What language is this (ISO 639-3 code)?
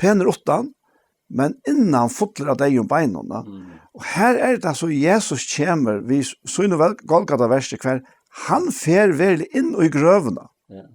fao